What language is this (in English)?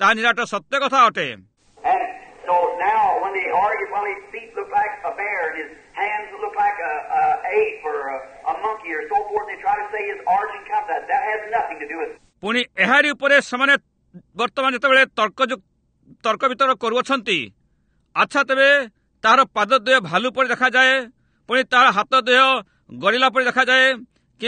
Odia